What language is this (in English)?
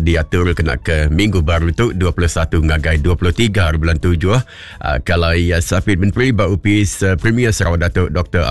Iban